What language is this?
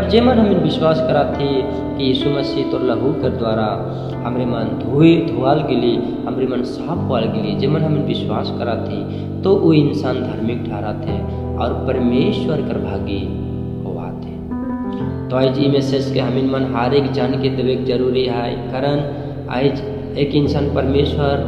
Sadri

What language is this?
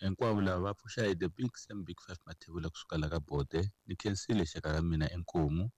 Tsonga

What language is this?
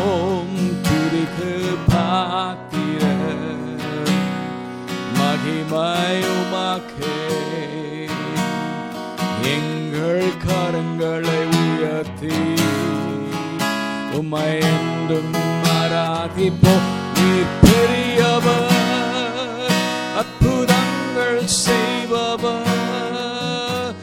Tamil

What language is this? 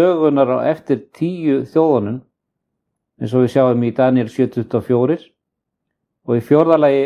Icelandic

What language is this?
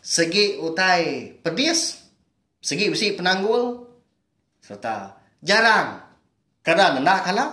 Iban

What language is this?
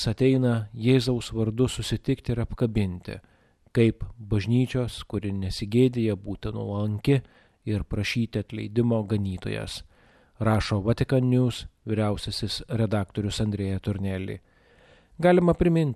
Lithuanian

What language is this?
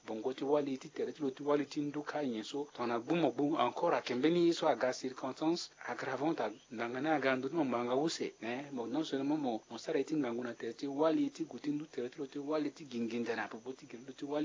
Sango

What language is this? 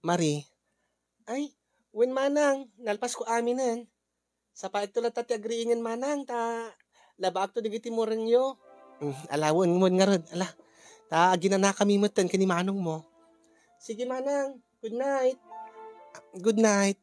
Iloko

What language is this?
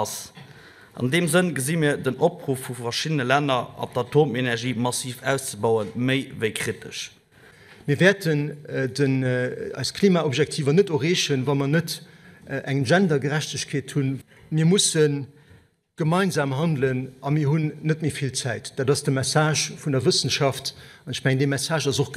Luxembourgish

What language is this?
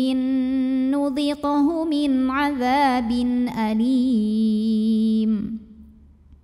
Arabic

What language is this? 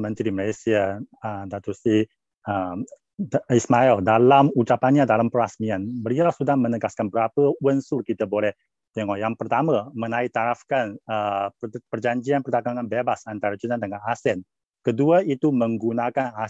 Malay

